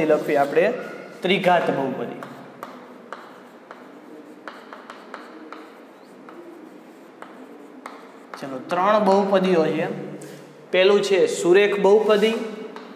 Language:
Gujarati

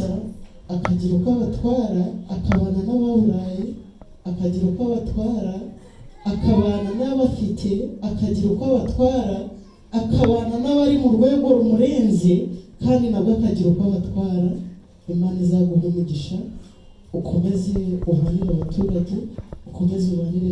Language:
Kinyarwanda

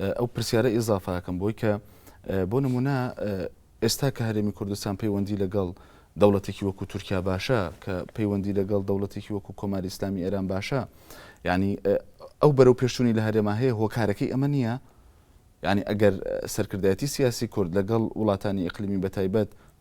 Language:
Central Kurdish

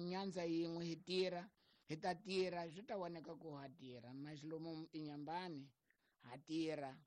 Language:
Tsonga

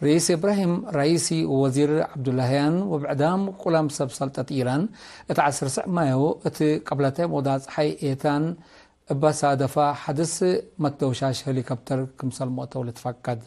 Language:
Tigre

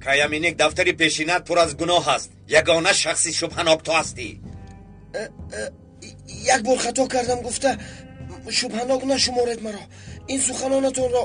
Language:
Tajik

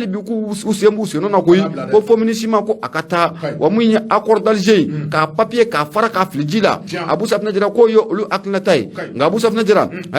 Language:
Bambara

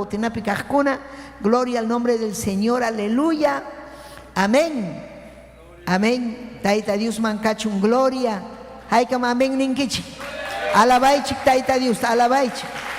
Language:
Ayacucho Quechua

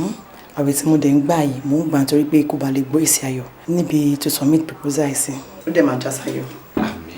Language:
Yoruba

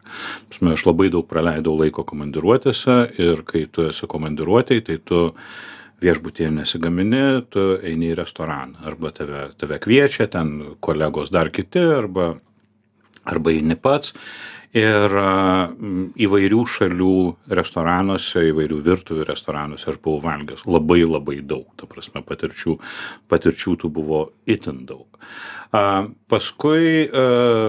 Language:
Lithuanian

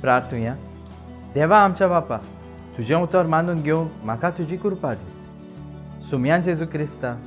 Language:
Konkani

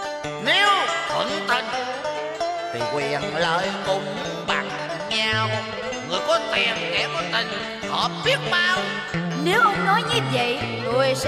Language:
Vietnamese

